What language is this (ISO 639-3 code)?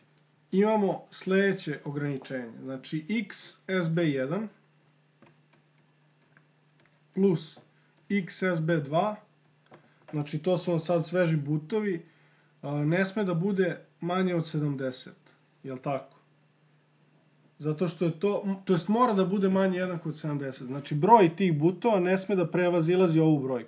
srp